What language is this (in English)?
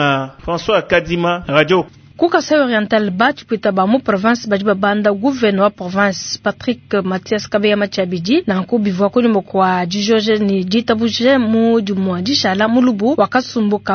Luba-Lulua